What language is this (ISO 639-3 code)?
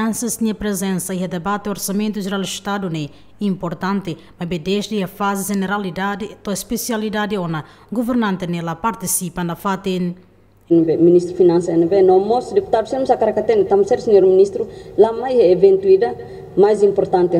tet